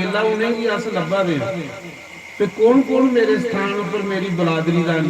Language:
Dogri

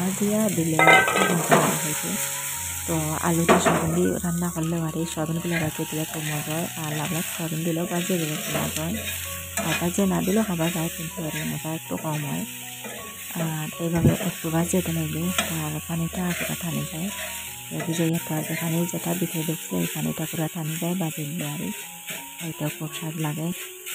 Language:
Bangla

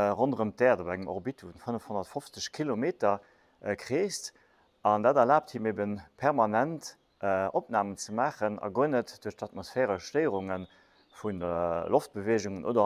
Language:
Luxembourgish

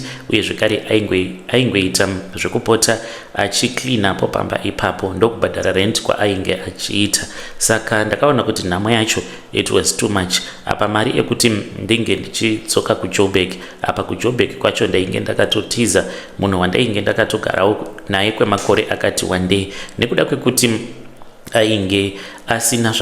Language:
Shona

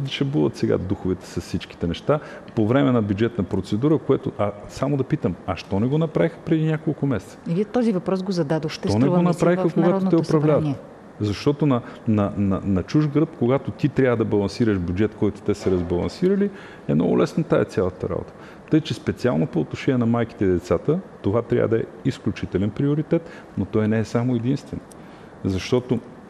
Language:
Bulgarian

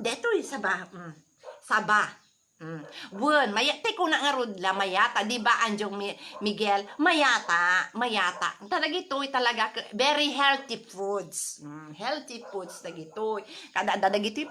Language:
Iloko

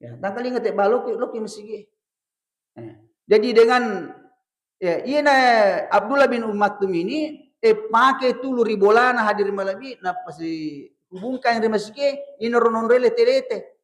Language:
Buginese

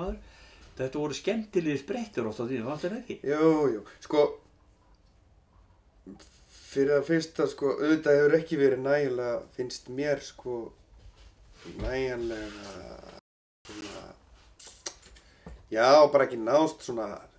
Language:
Icelandic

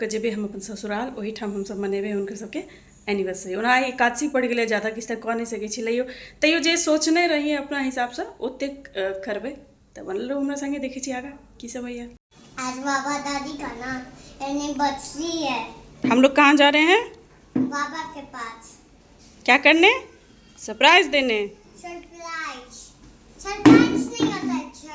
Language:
Maithili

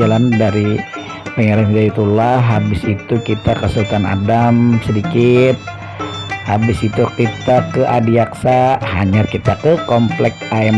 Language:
Banjar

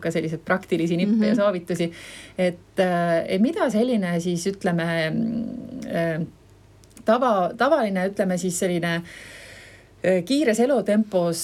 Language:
Estonian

